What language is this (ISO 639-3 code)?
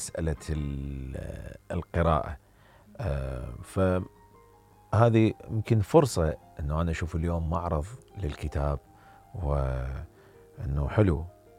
acm